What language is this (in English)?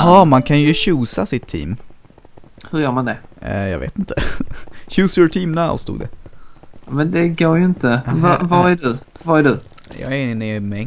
Swedish